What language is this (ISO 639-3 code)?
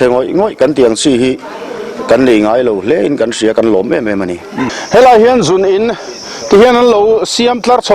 lus